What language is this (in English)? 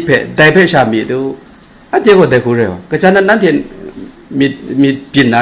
Kachin